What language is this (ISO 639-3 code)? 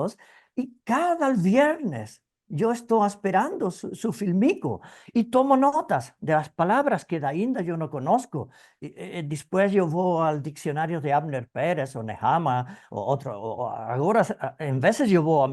lad